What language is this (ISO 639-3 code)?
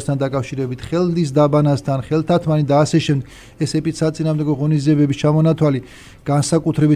kat